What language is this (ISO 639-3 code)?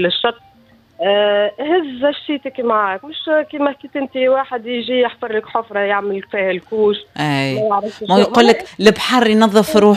aeb